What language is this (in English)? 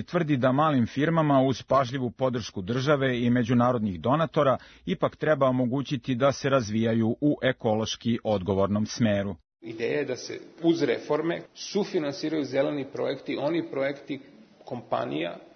Serbian